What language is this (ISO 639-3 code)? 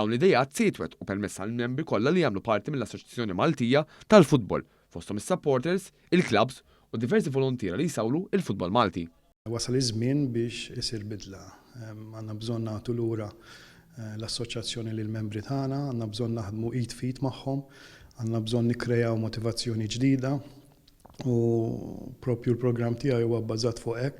mlt